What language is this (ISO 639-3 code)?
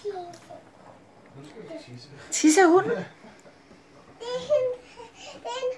dan